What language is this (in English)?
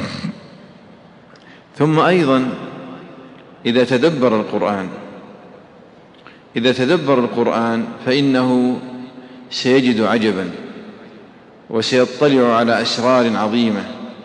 Arabic